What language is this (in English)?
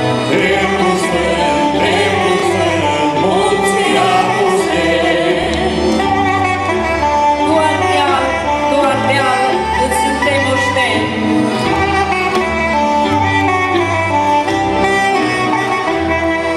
Romanian